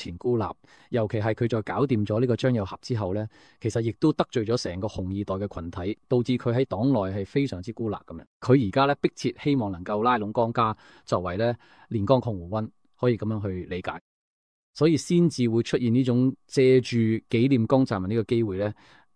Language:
Cantonese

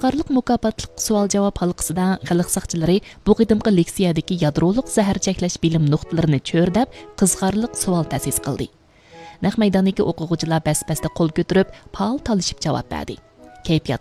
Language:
Uyghur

